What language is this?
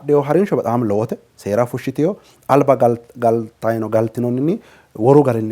Sidamo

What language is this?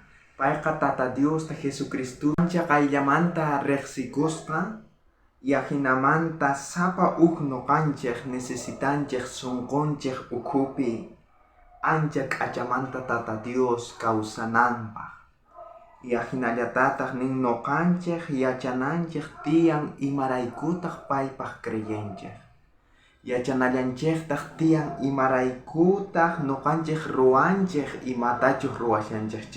South Bolivian Quechua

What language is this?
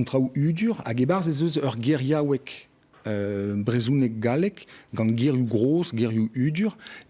Breton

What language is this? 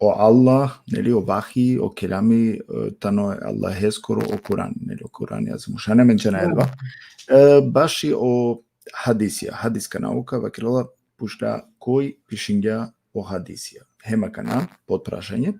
Balkan Romani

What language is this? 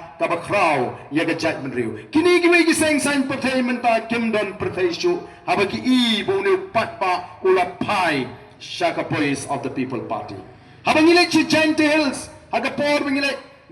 Khasi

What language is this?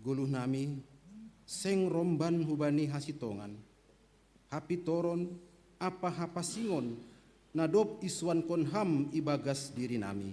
Batak Simalungun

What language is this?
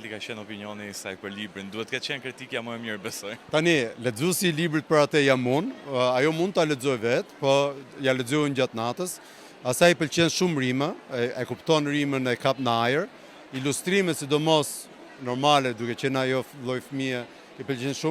Albanian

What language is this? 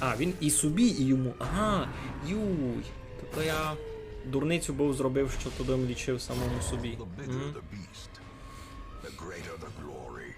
Rusyn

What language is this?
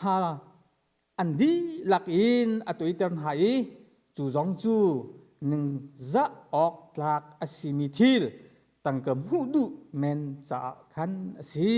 Hakha Chin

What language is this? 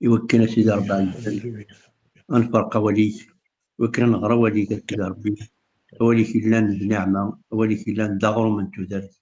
Kabyle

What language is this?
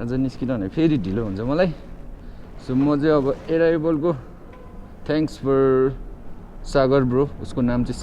Nepali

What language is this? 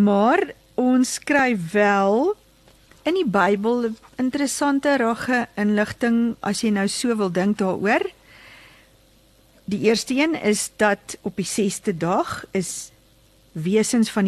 Afrikaans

